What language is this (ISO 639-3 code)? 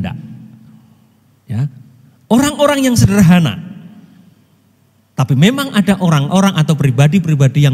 ind